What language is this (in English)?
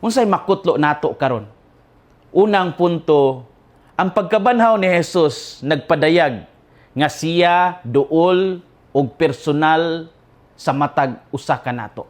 Cebuano